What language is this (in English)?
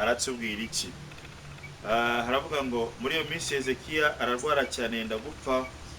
Kinyarwanda